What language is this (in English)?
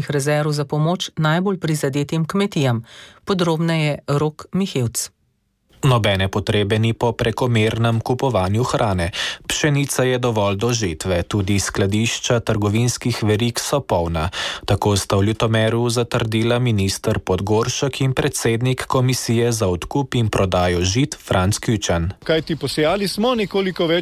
Slovenian